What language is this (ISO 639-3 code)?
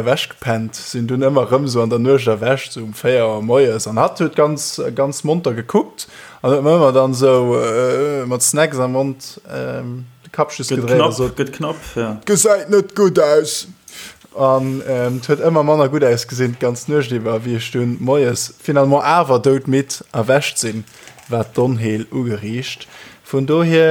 ltz